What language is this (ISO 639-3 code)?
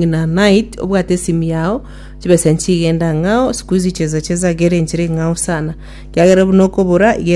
guz